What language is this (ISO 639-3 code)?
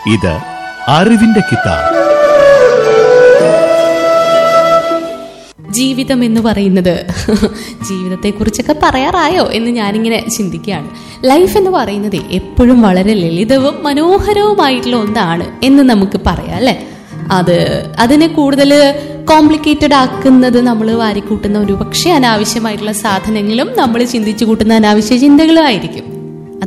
mal